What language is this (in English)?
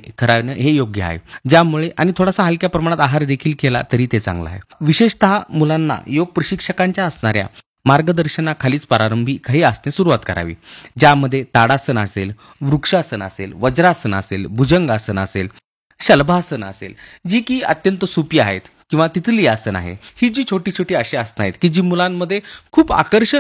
Marathi